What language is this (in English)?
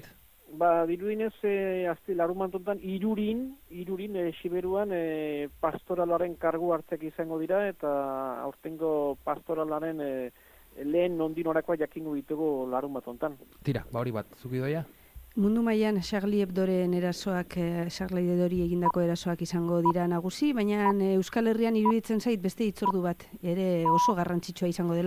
Basque